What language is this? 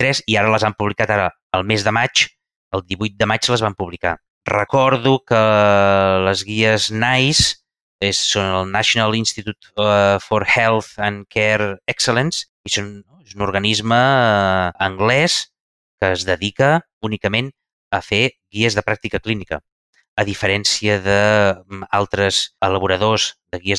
Catalan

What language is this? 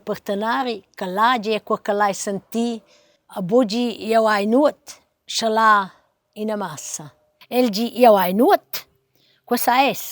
Romansh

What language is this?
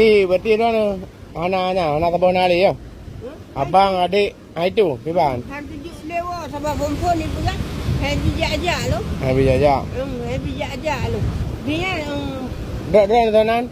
Achinese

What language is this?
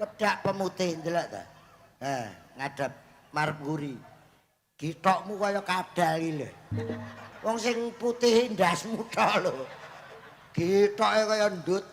Javanese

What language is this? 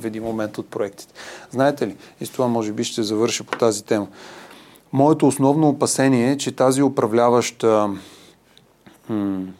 Bulgarian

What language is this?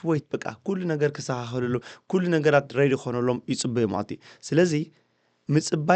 Tigrinya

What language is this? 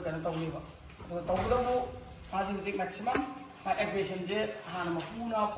Manipuri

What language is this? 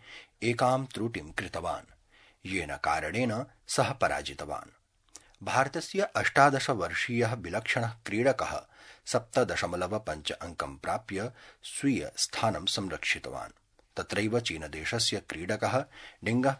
Sanskrit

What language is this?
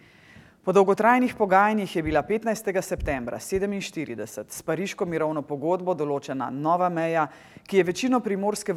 Slovenian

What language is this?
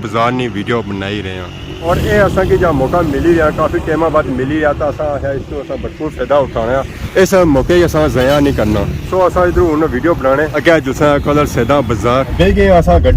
Pahari-Potwari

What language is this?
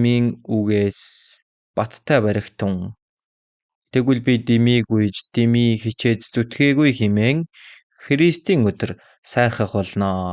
Mongolian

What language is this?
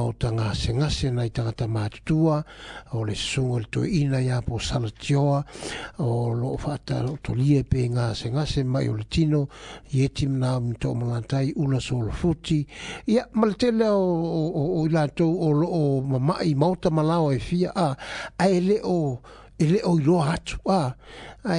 Samoan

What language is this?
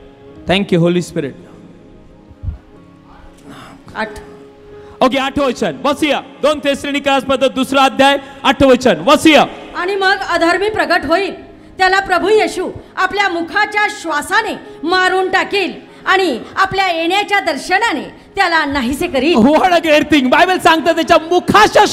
Marathi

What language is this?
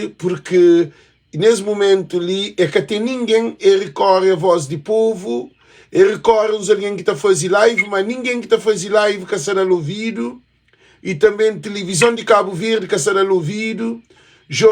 Kabuverdianu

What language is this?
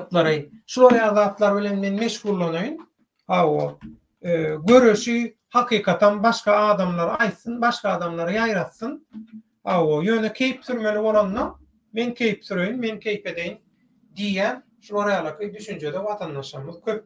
Turkmen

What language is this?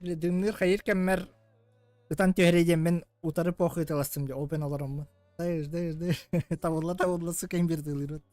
Yakut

